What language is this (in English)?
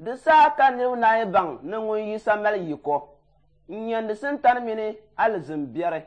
Dagbani